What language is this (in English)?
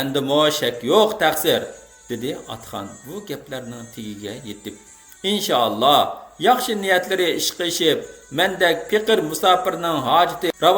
Uyghur